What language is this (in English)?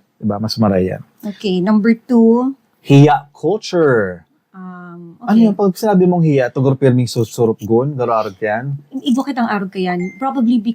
Bikol